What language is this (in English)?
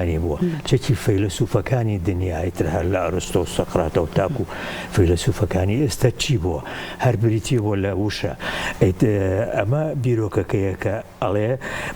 Central Kurdish